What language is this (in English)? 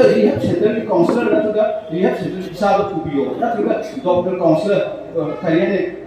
Manipuri